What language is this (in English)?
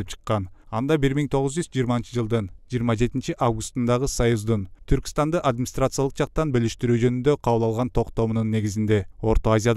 Kyrgyz